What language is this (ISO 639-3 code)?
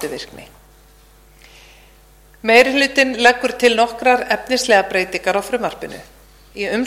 isl